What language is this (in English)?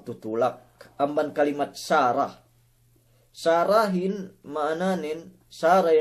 Yakan